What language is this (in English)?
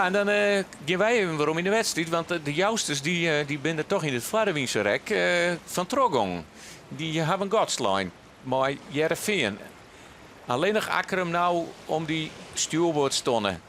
Western Frisian